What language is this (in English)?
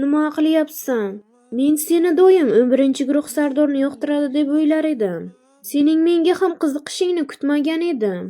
Uzbek